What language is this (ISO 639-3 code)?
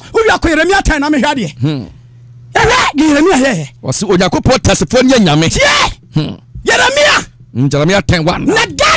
aka